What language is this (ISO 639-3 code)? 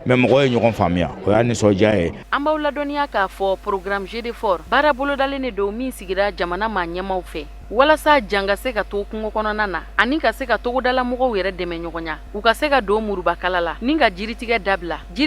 bam